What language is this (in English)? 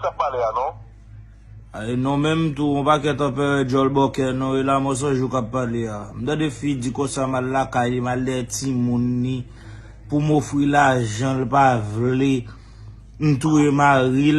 Haitian Creole